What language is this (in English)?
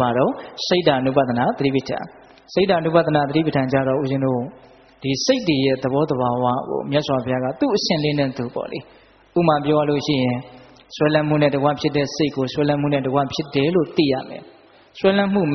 Burmese